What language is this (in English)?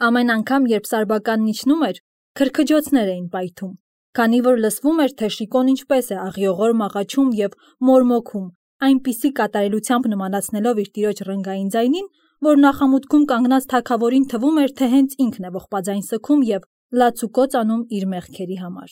Armenian